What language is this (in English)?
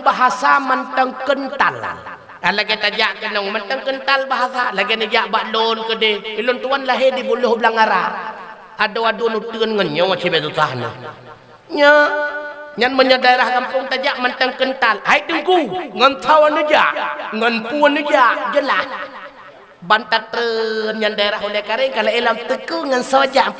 Achinese